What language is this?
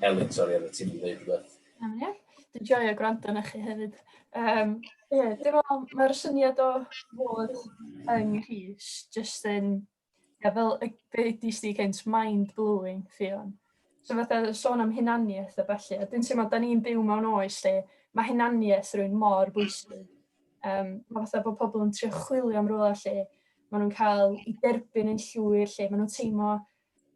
Welsh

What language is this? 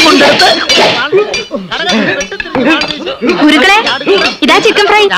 Malayalam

